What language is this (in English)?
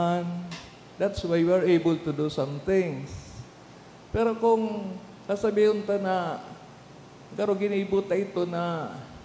Bikol